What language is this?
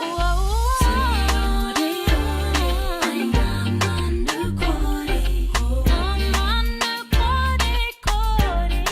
Māori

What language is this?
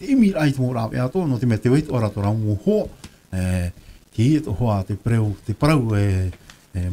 Tahitian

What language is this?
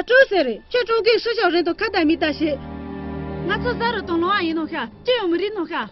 Tibetan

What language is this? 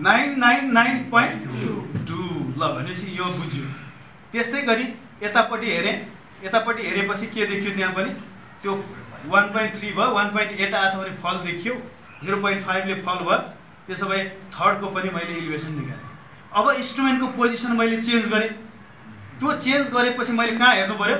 Nepali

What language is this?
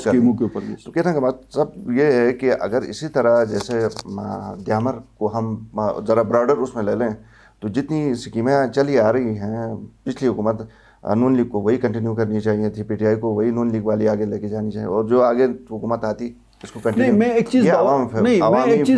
Urdu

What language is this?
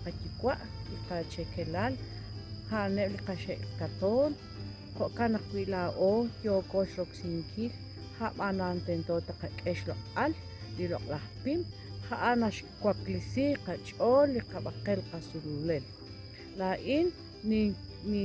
Kekchí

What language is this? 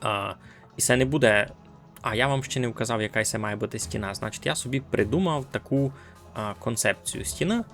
Rusyn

